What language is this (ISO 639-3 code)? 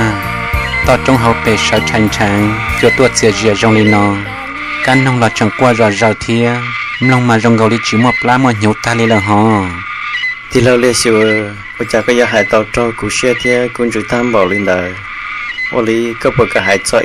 hmn